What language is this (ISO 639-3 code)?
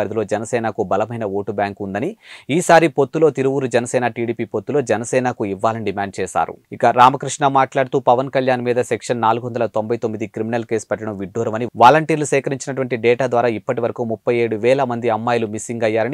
tel